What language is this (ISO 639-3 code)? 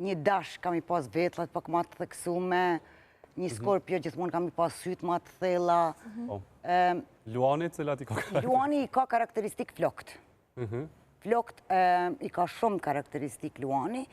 sqi